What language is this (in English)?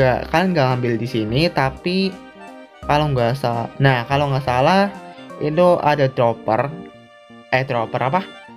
Indonesian